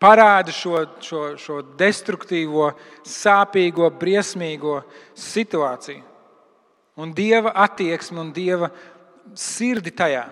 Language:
Latvian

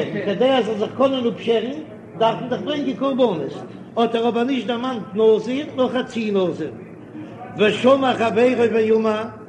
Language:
Yiddish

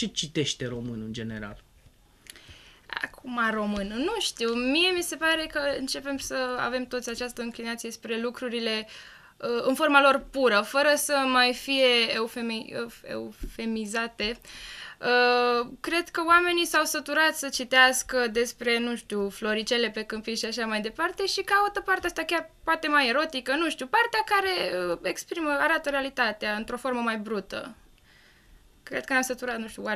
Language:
Romanian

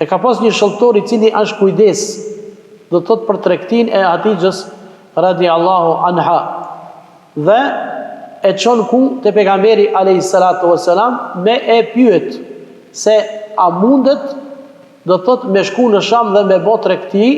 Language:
Albanian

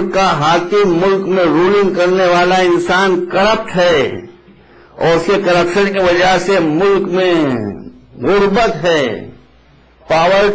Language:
Urdu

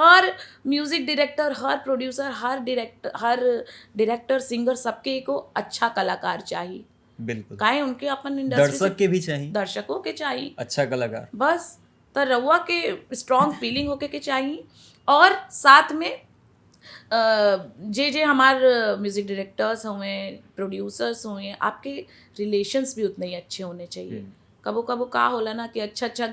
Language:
Bhojpuri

